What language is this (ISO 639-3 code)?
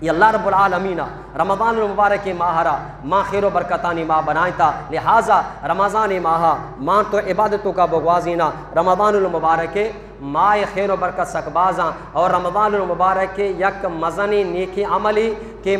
bgp